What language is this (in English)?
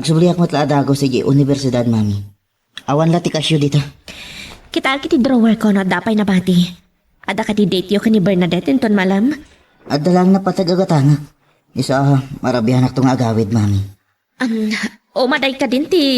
Iloko